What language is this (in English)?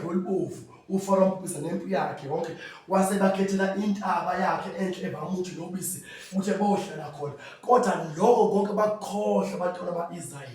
Zulu